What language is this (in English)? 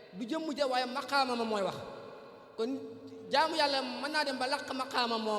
Wolof